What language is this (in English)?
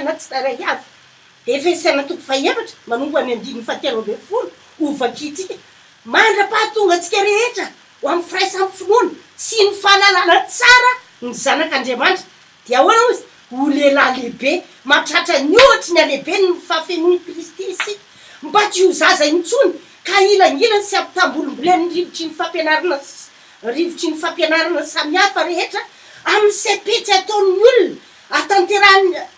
Malagasy